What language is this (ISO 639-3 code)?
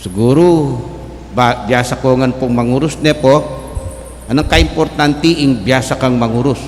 pam